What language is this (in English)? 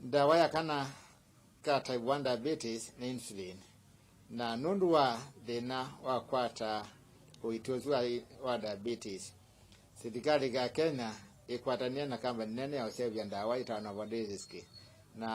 Kamba